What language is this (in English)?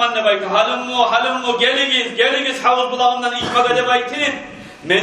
Kumyk